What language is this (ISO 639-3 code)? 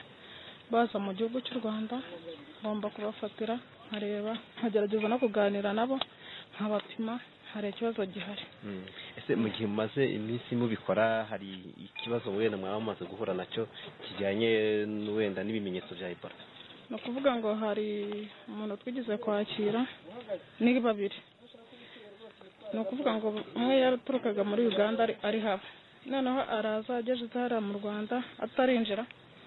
kin